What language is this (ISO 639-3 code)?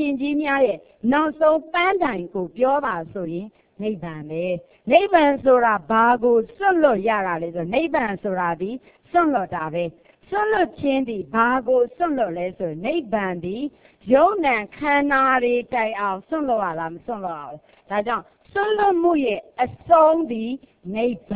mya